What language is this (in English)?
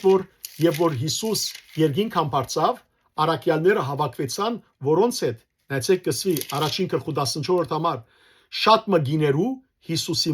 Western Armenian